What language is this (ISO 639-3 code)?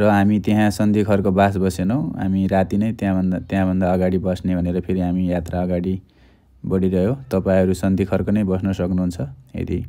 nep